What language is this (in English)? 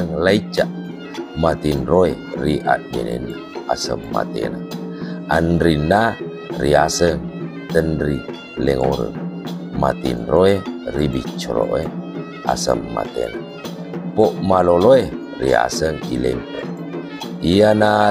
Buginese